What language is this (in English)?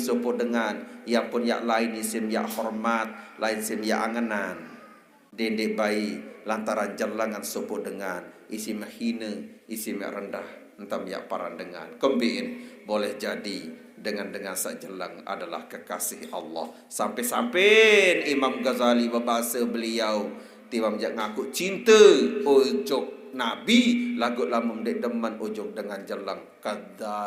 Sasak